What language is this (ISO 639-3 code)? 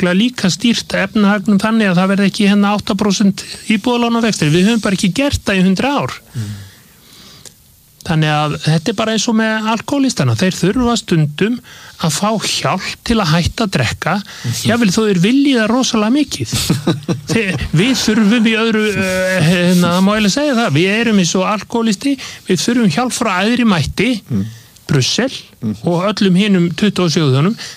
isl